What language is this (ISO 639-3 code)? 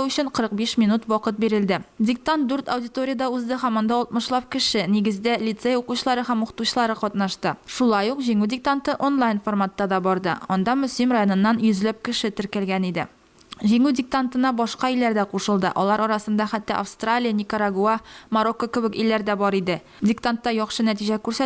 tat